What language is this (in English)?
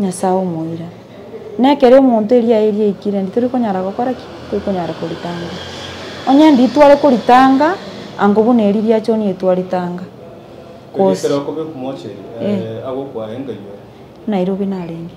Gusii